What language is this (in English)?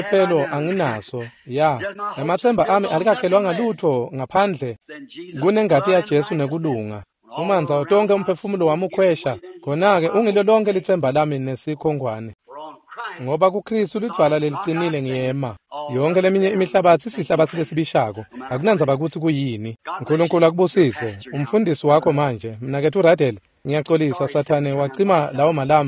Swati